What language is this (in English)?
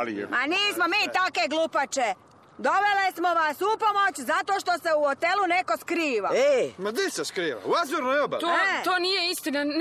Serbian